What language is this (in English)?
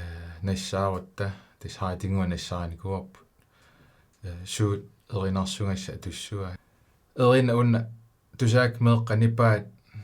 Kalaallisut